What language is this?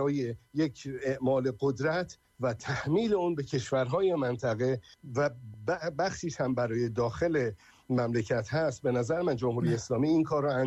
Persian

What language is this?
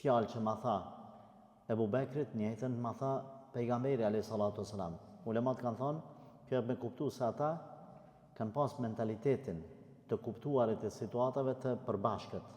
Albanian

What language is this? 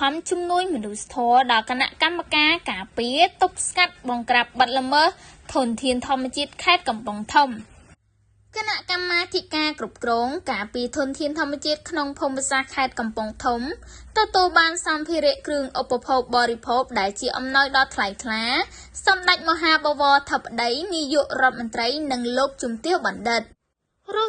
Khmer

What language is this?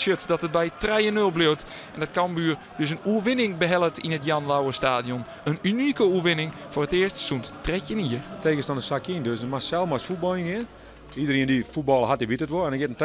Western Frisian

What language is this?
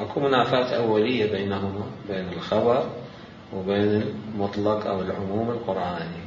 Mesopotamian Arabic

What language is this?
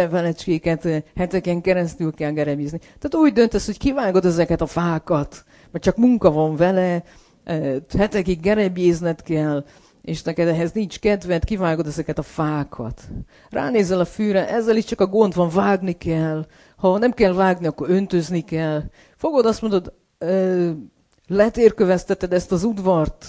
Hungarian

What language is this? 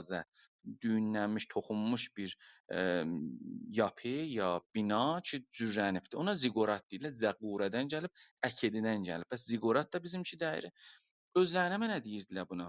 South Azerbaijani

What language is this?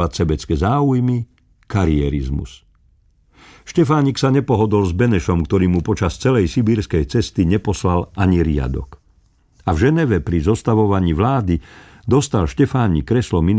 Slovak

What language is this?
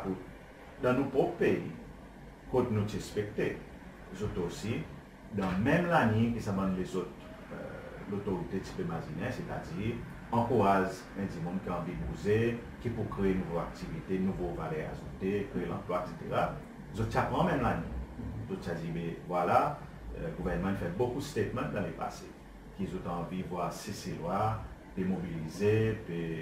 Seselwa Creole French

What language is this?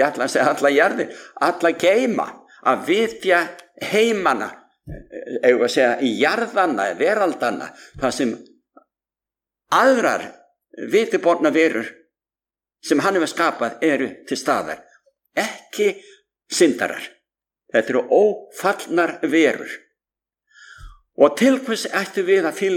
Icelandic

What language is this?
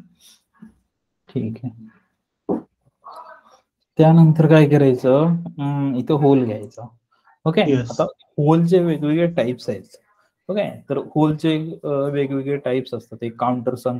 Marathi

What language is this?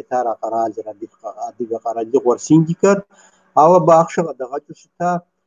Kabardian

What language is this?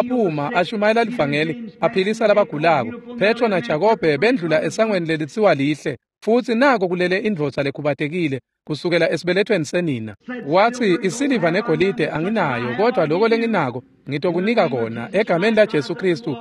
Swati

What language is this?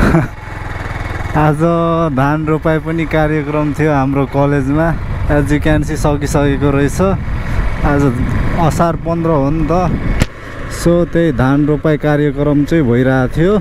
Nepali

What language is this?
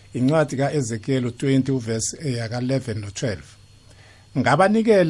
South Ndebele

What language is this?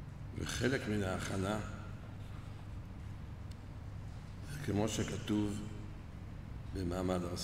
Hebrew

